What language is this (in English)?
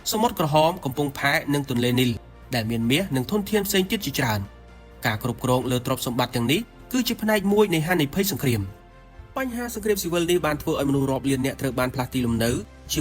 Khmer